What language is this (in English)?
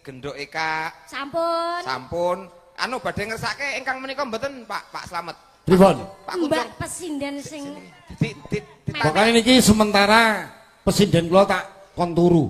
Javanese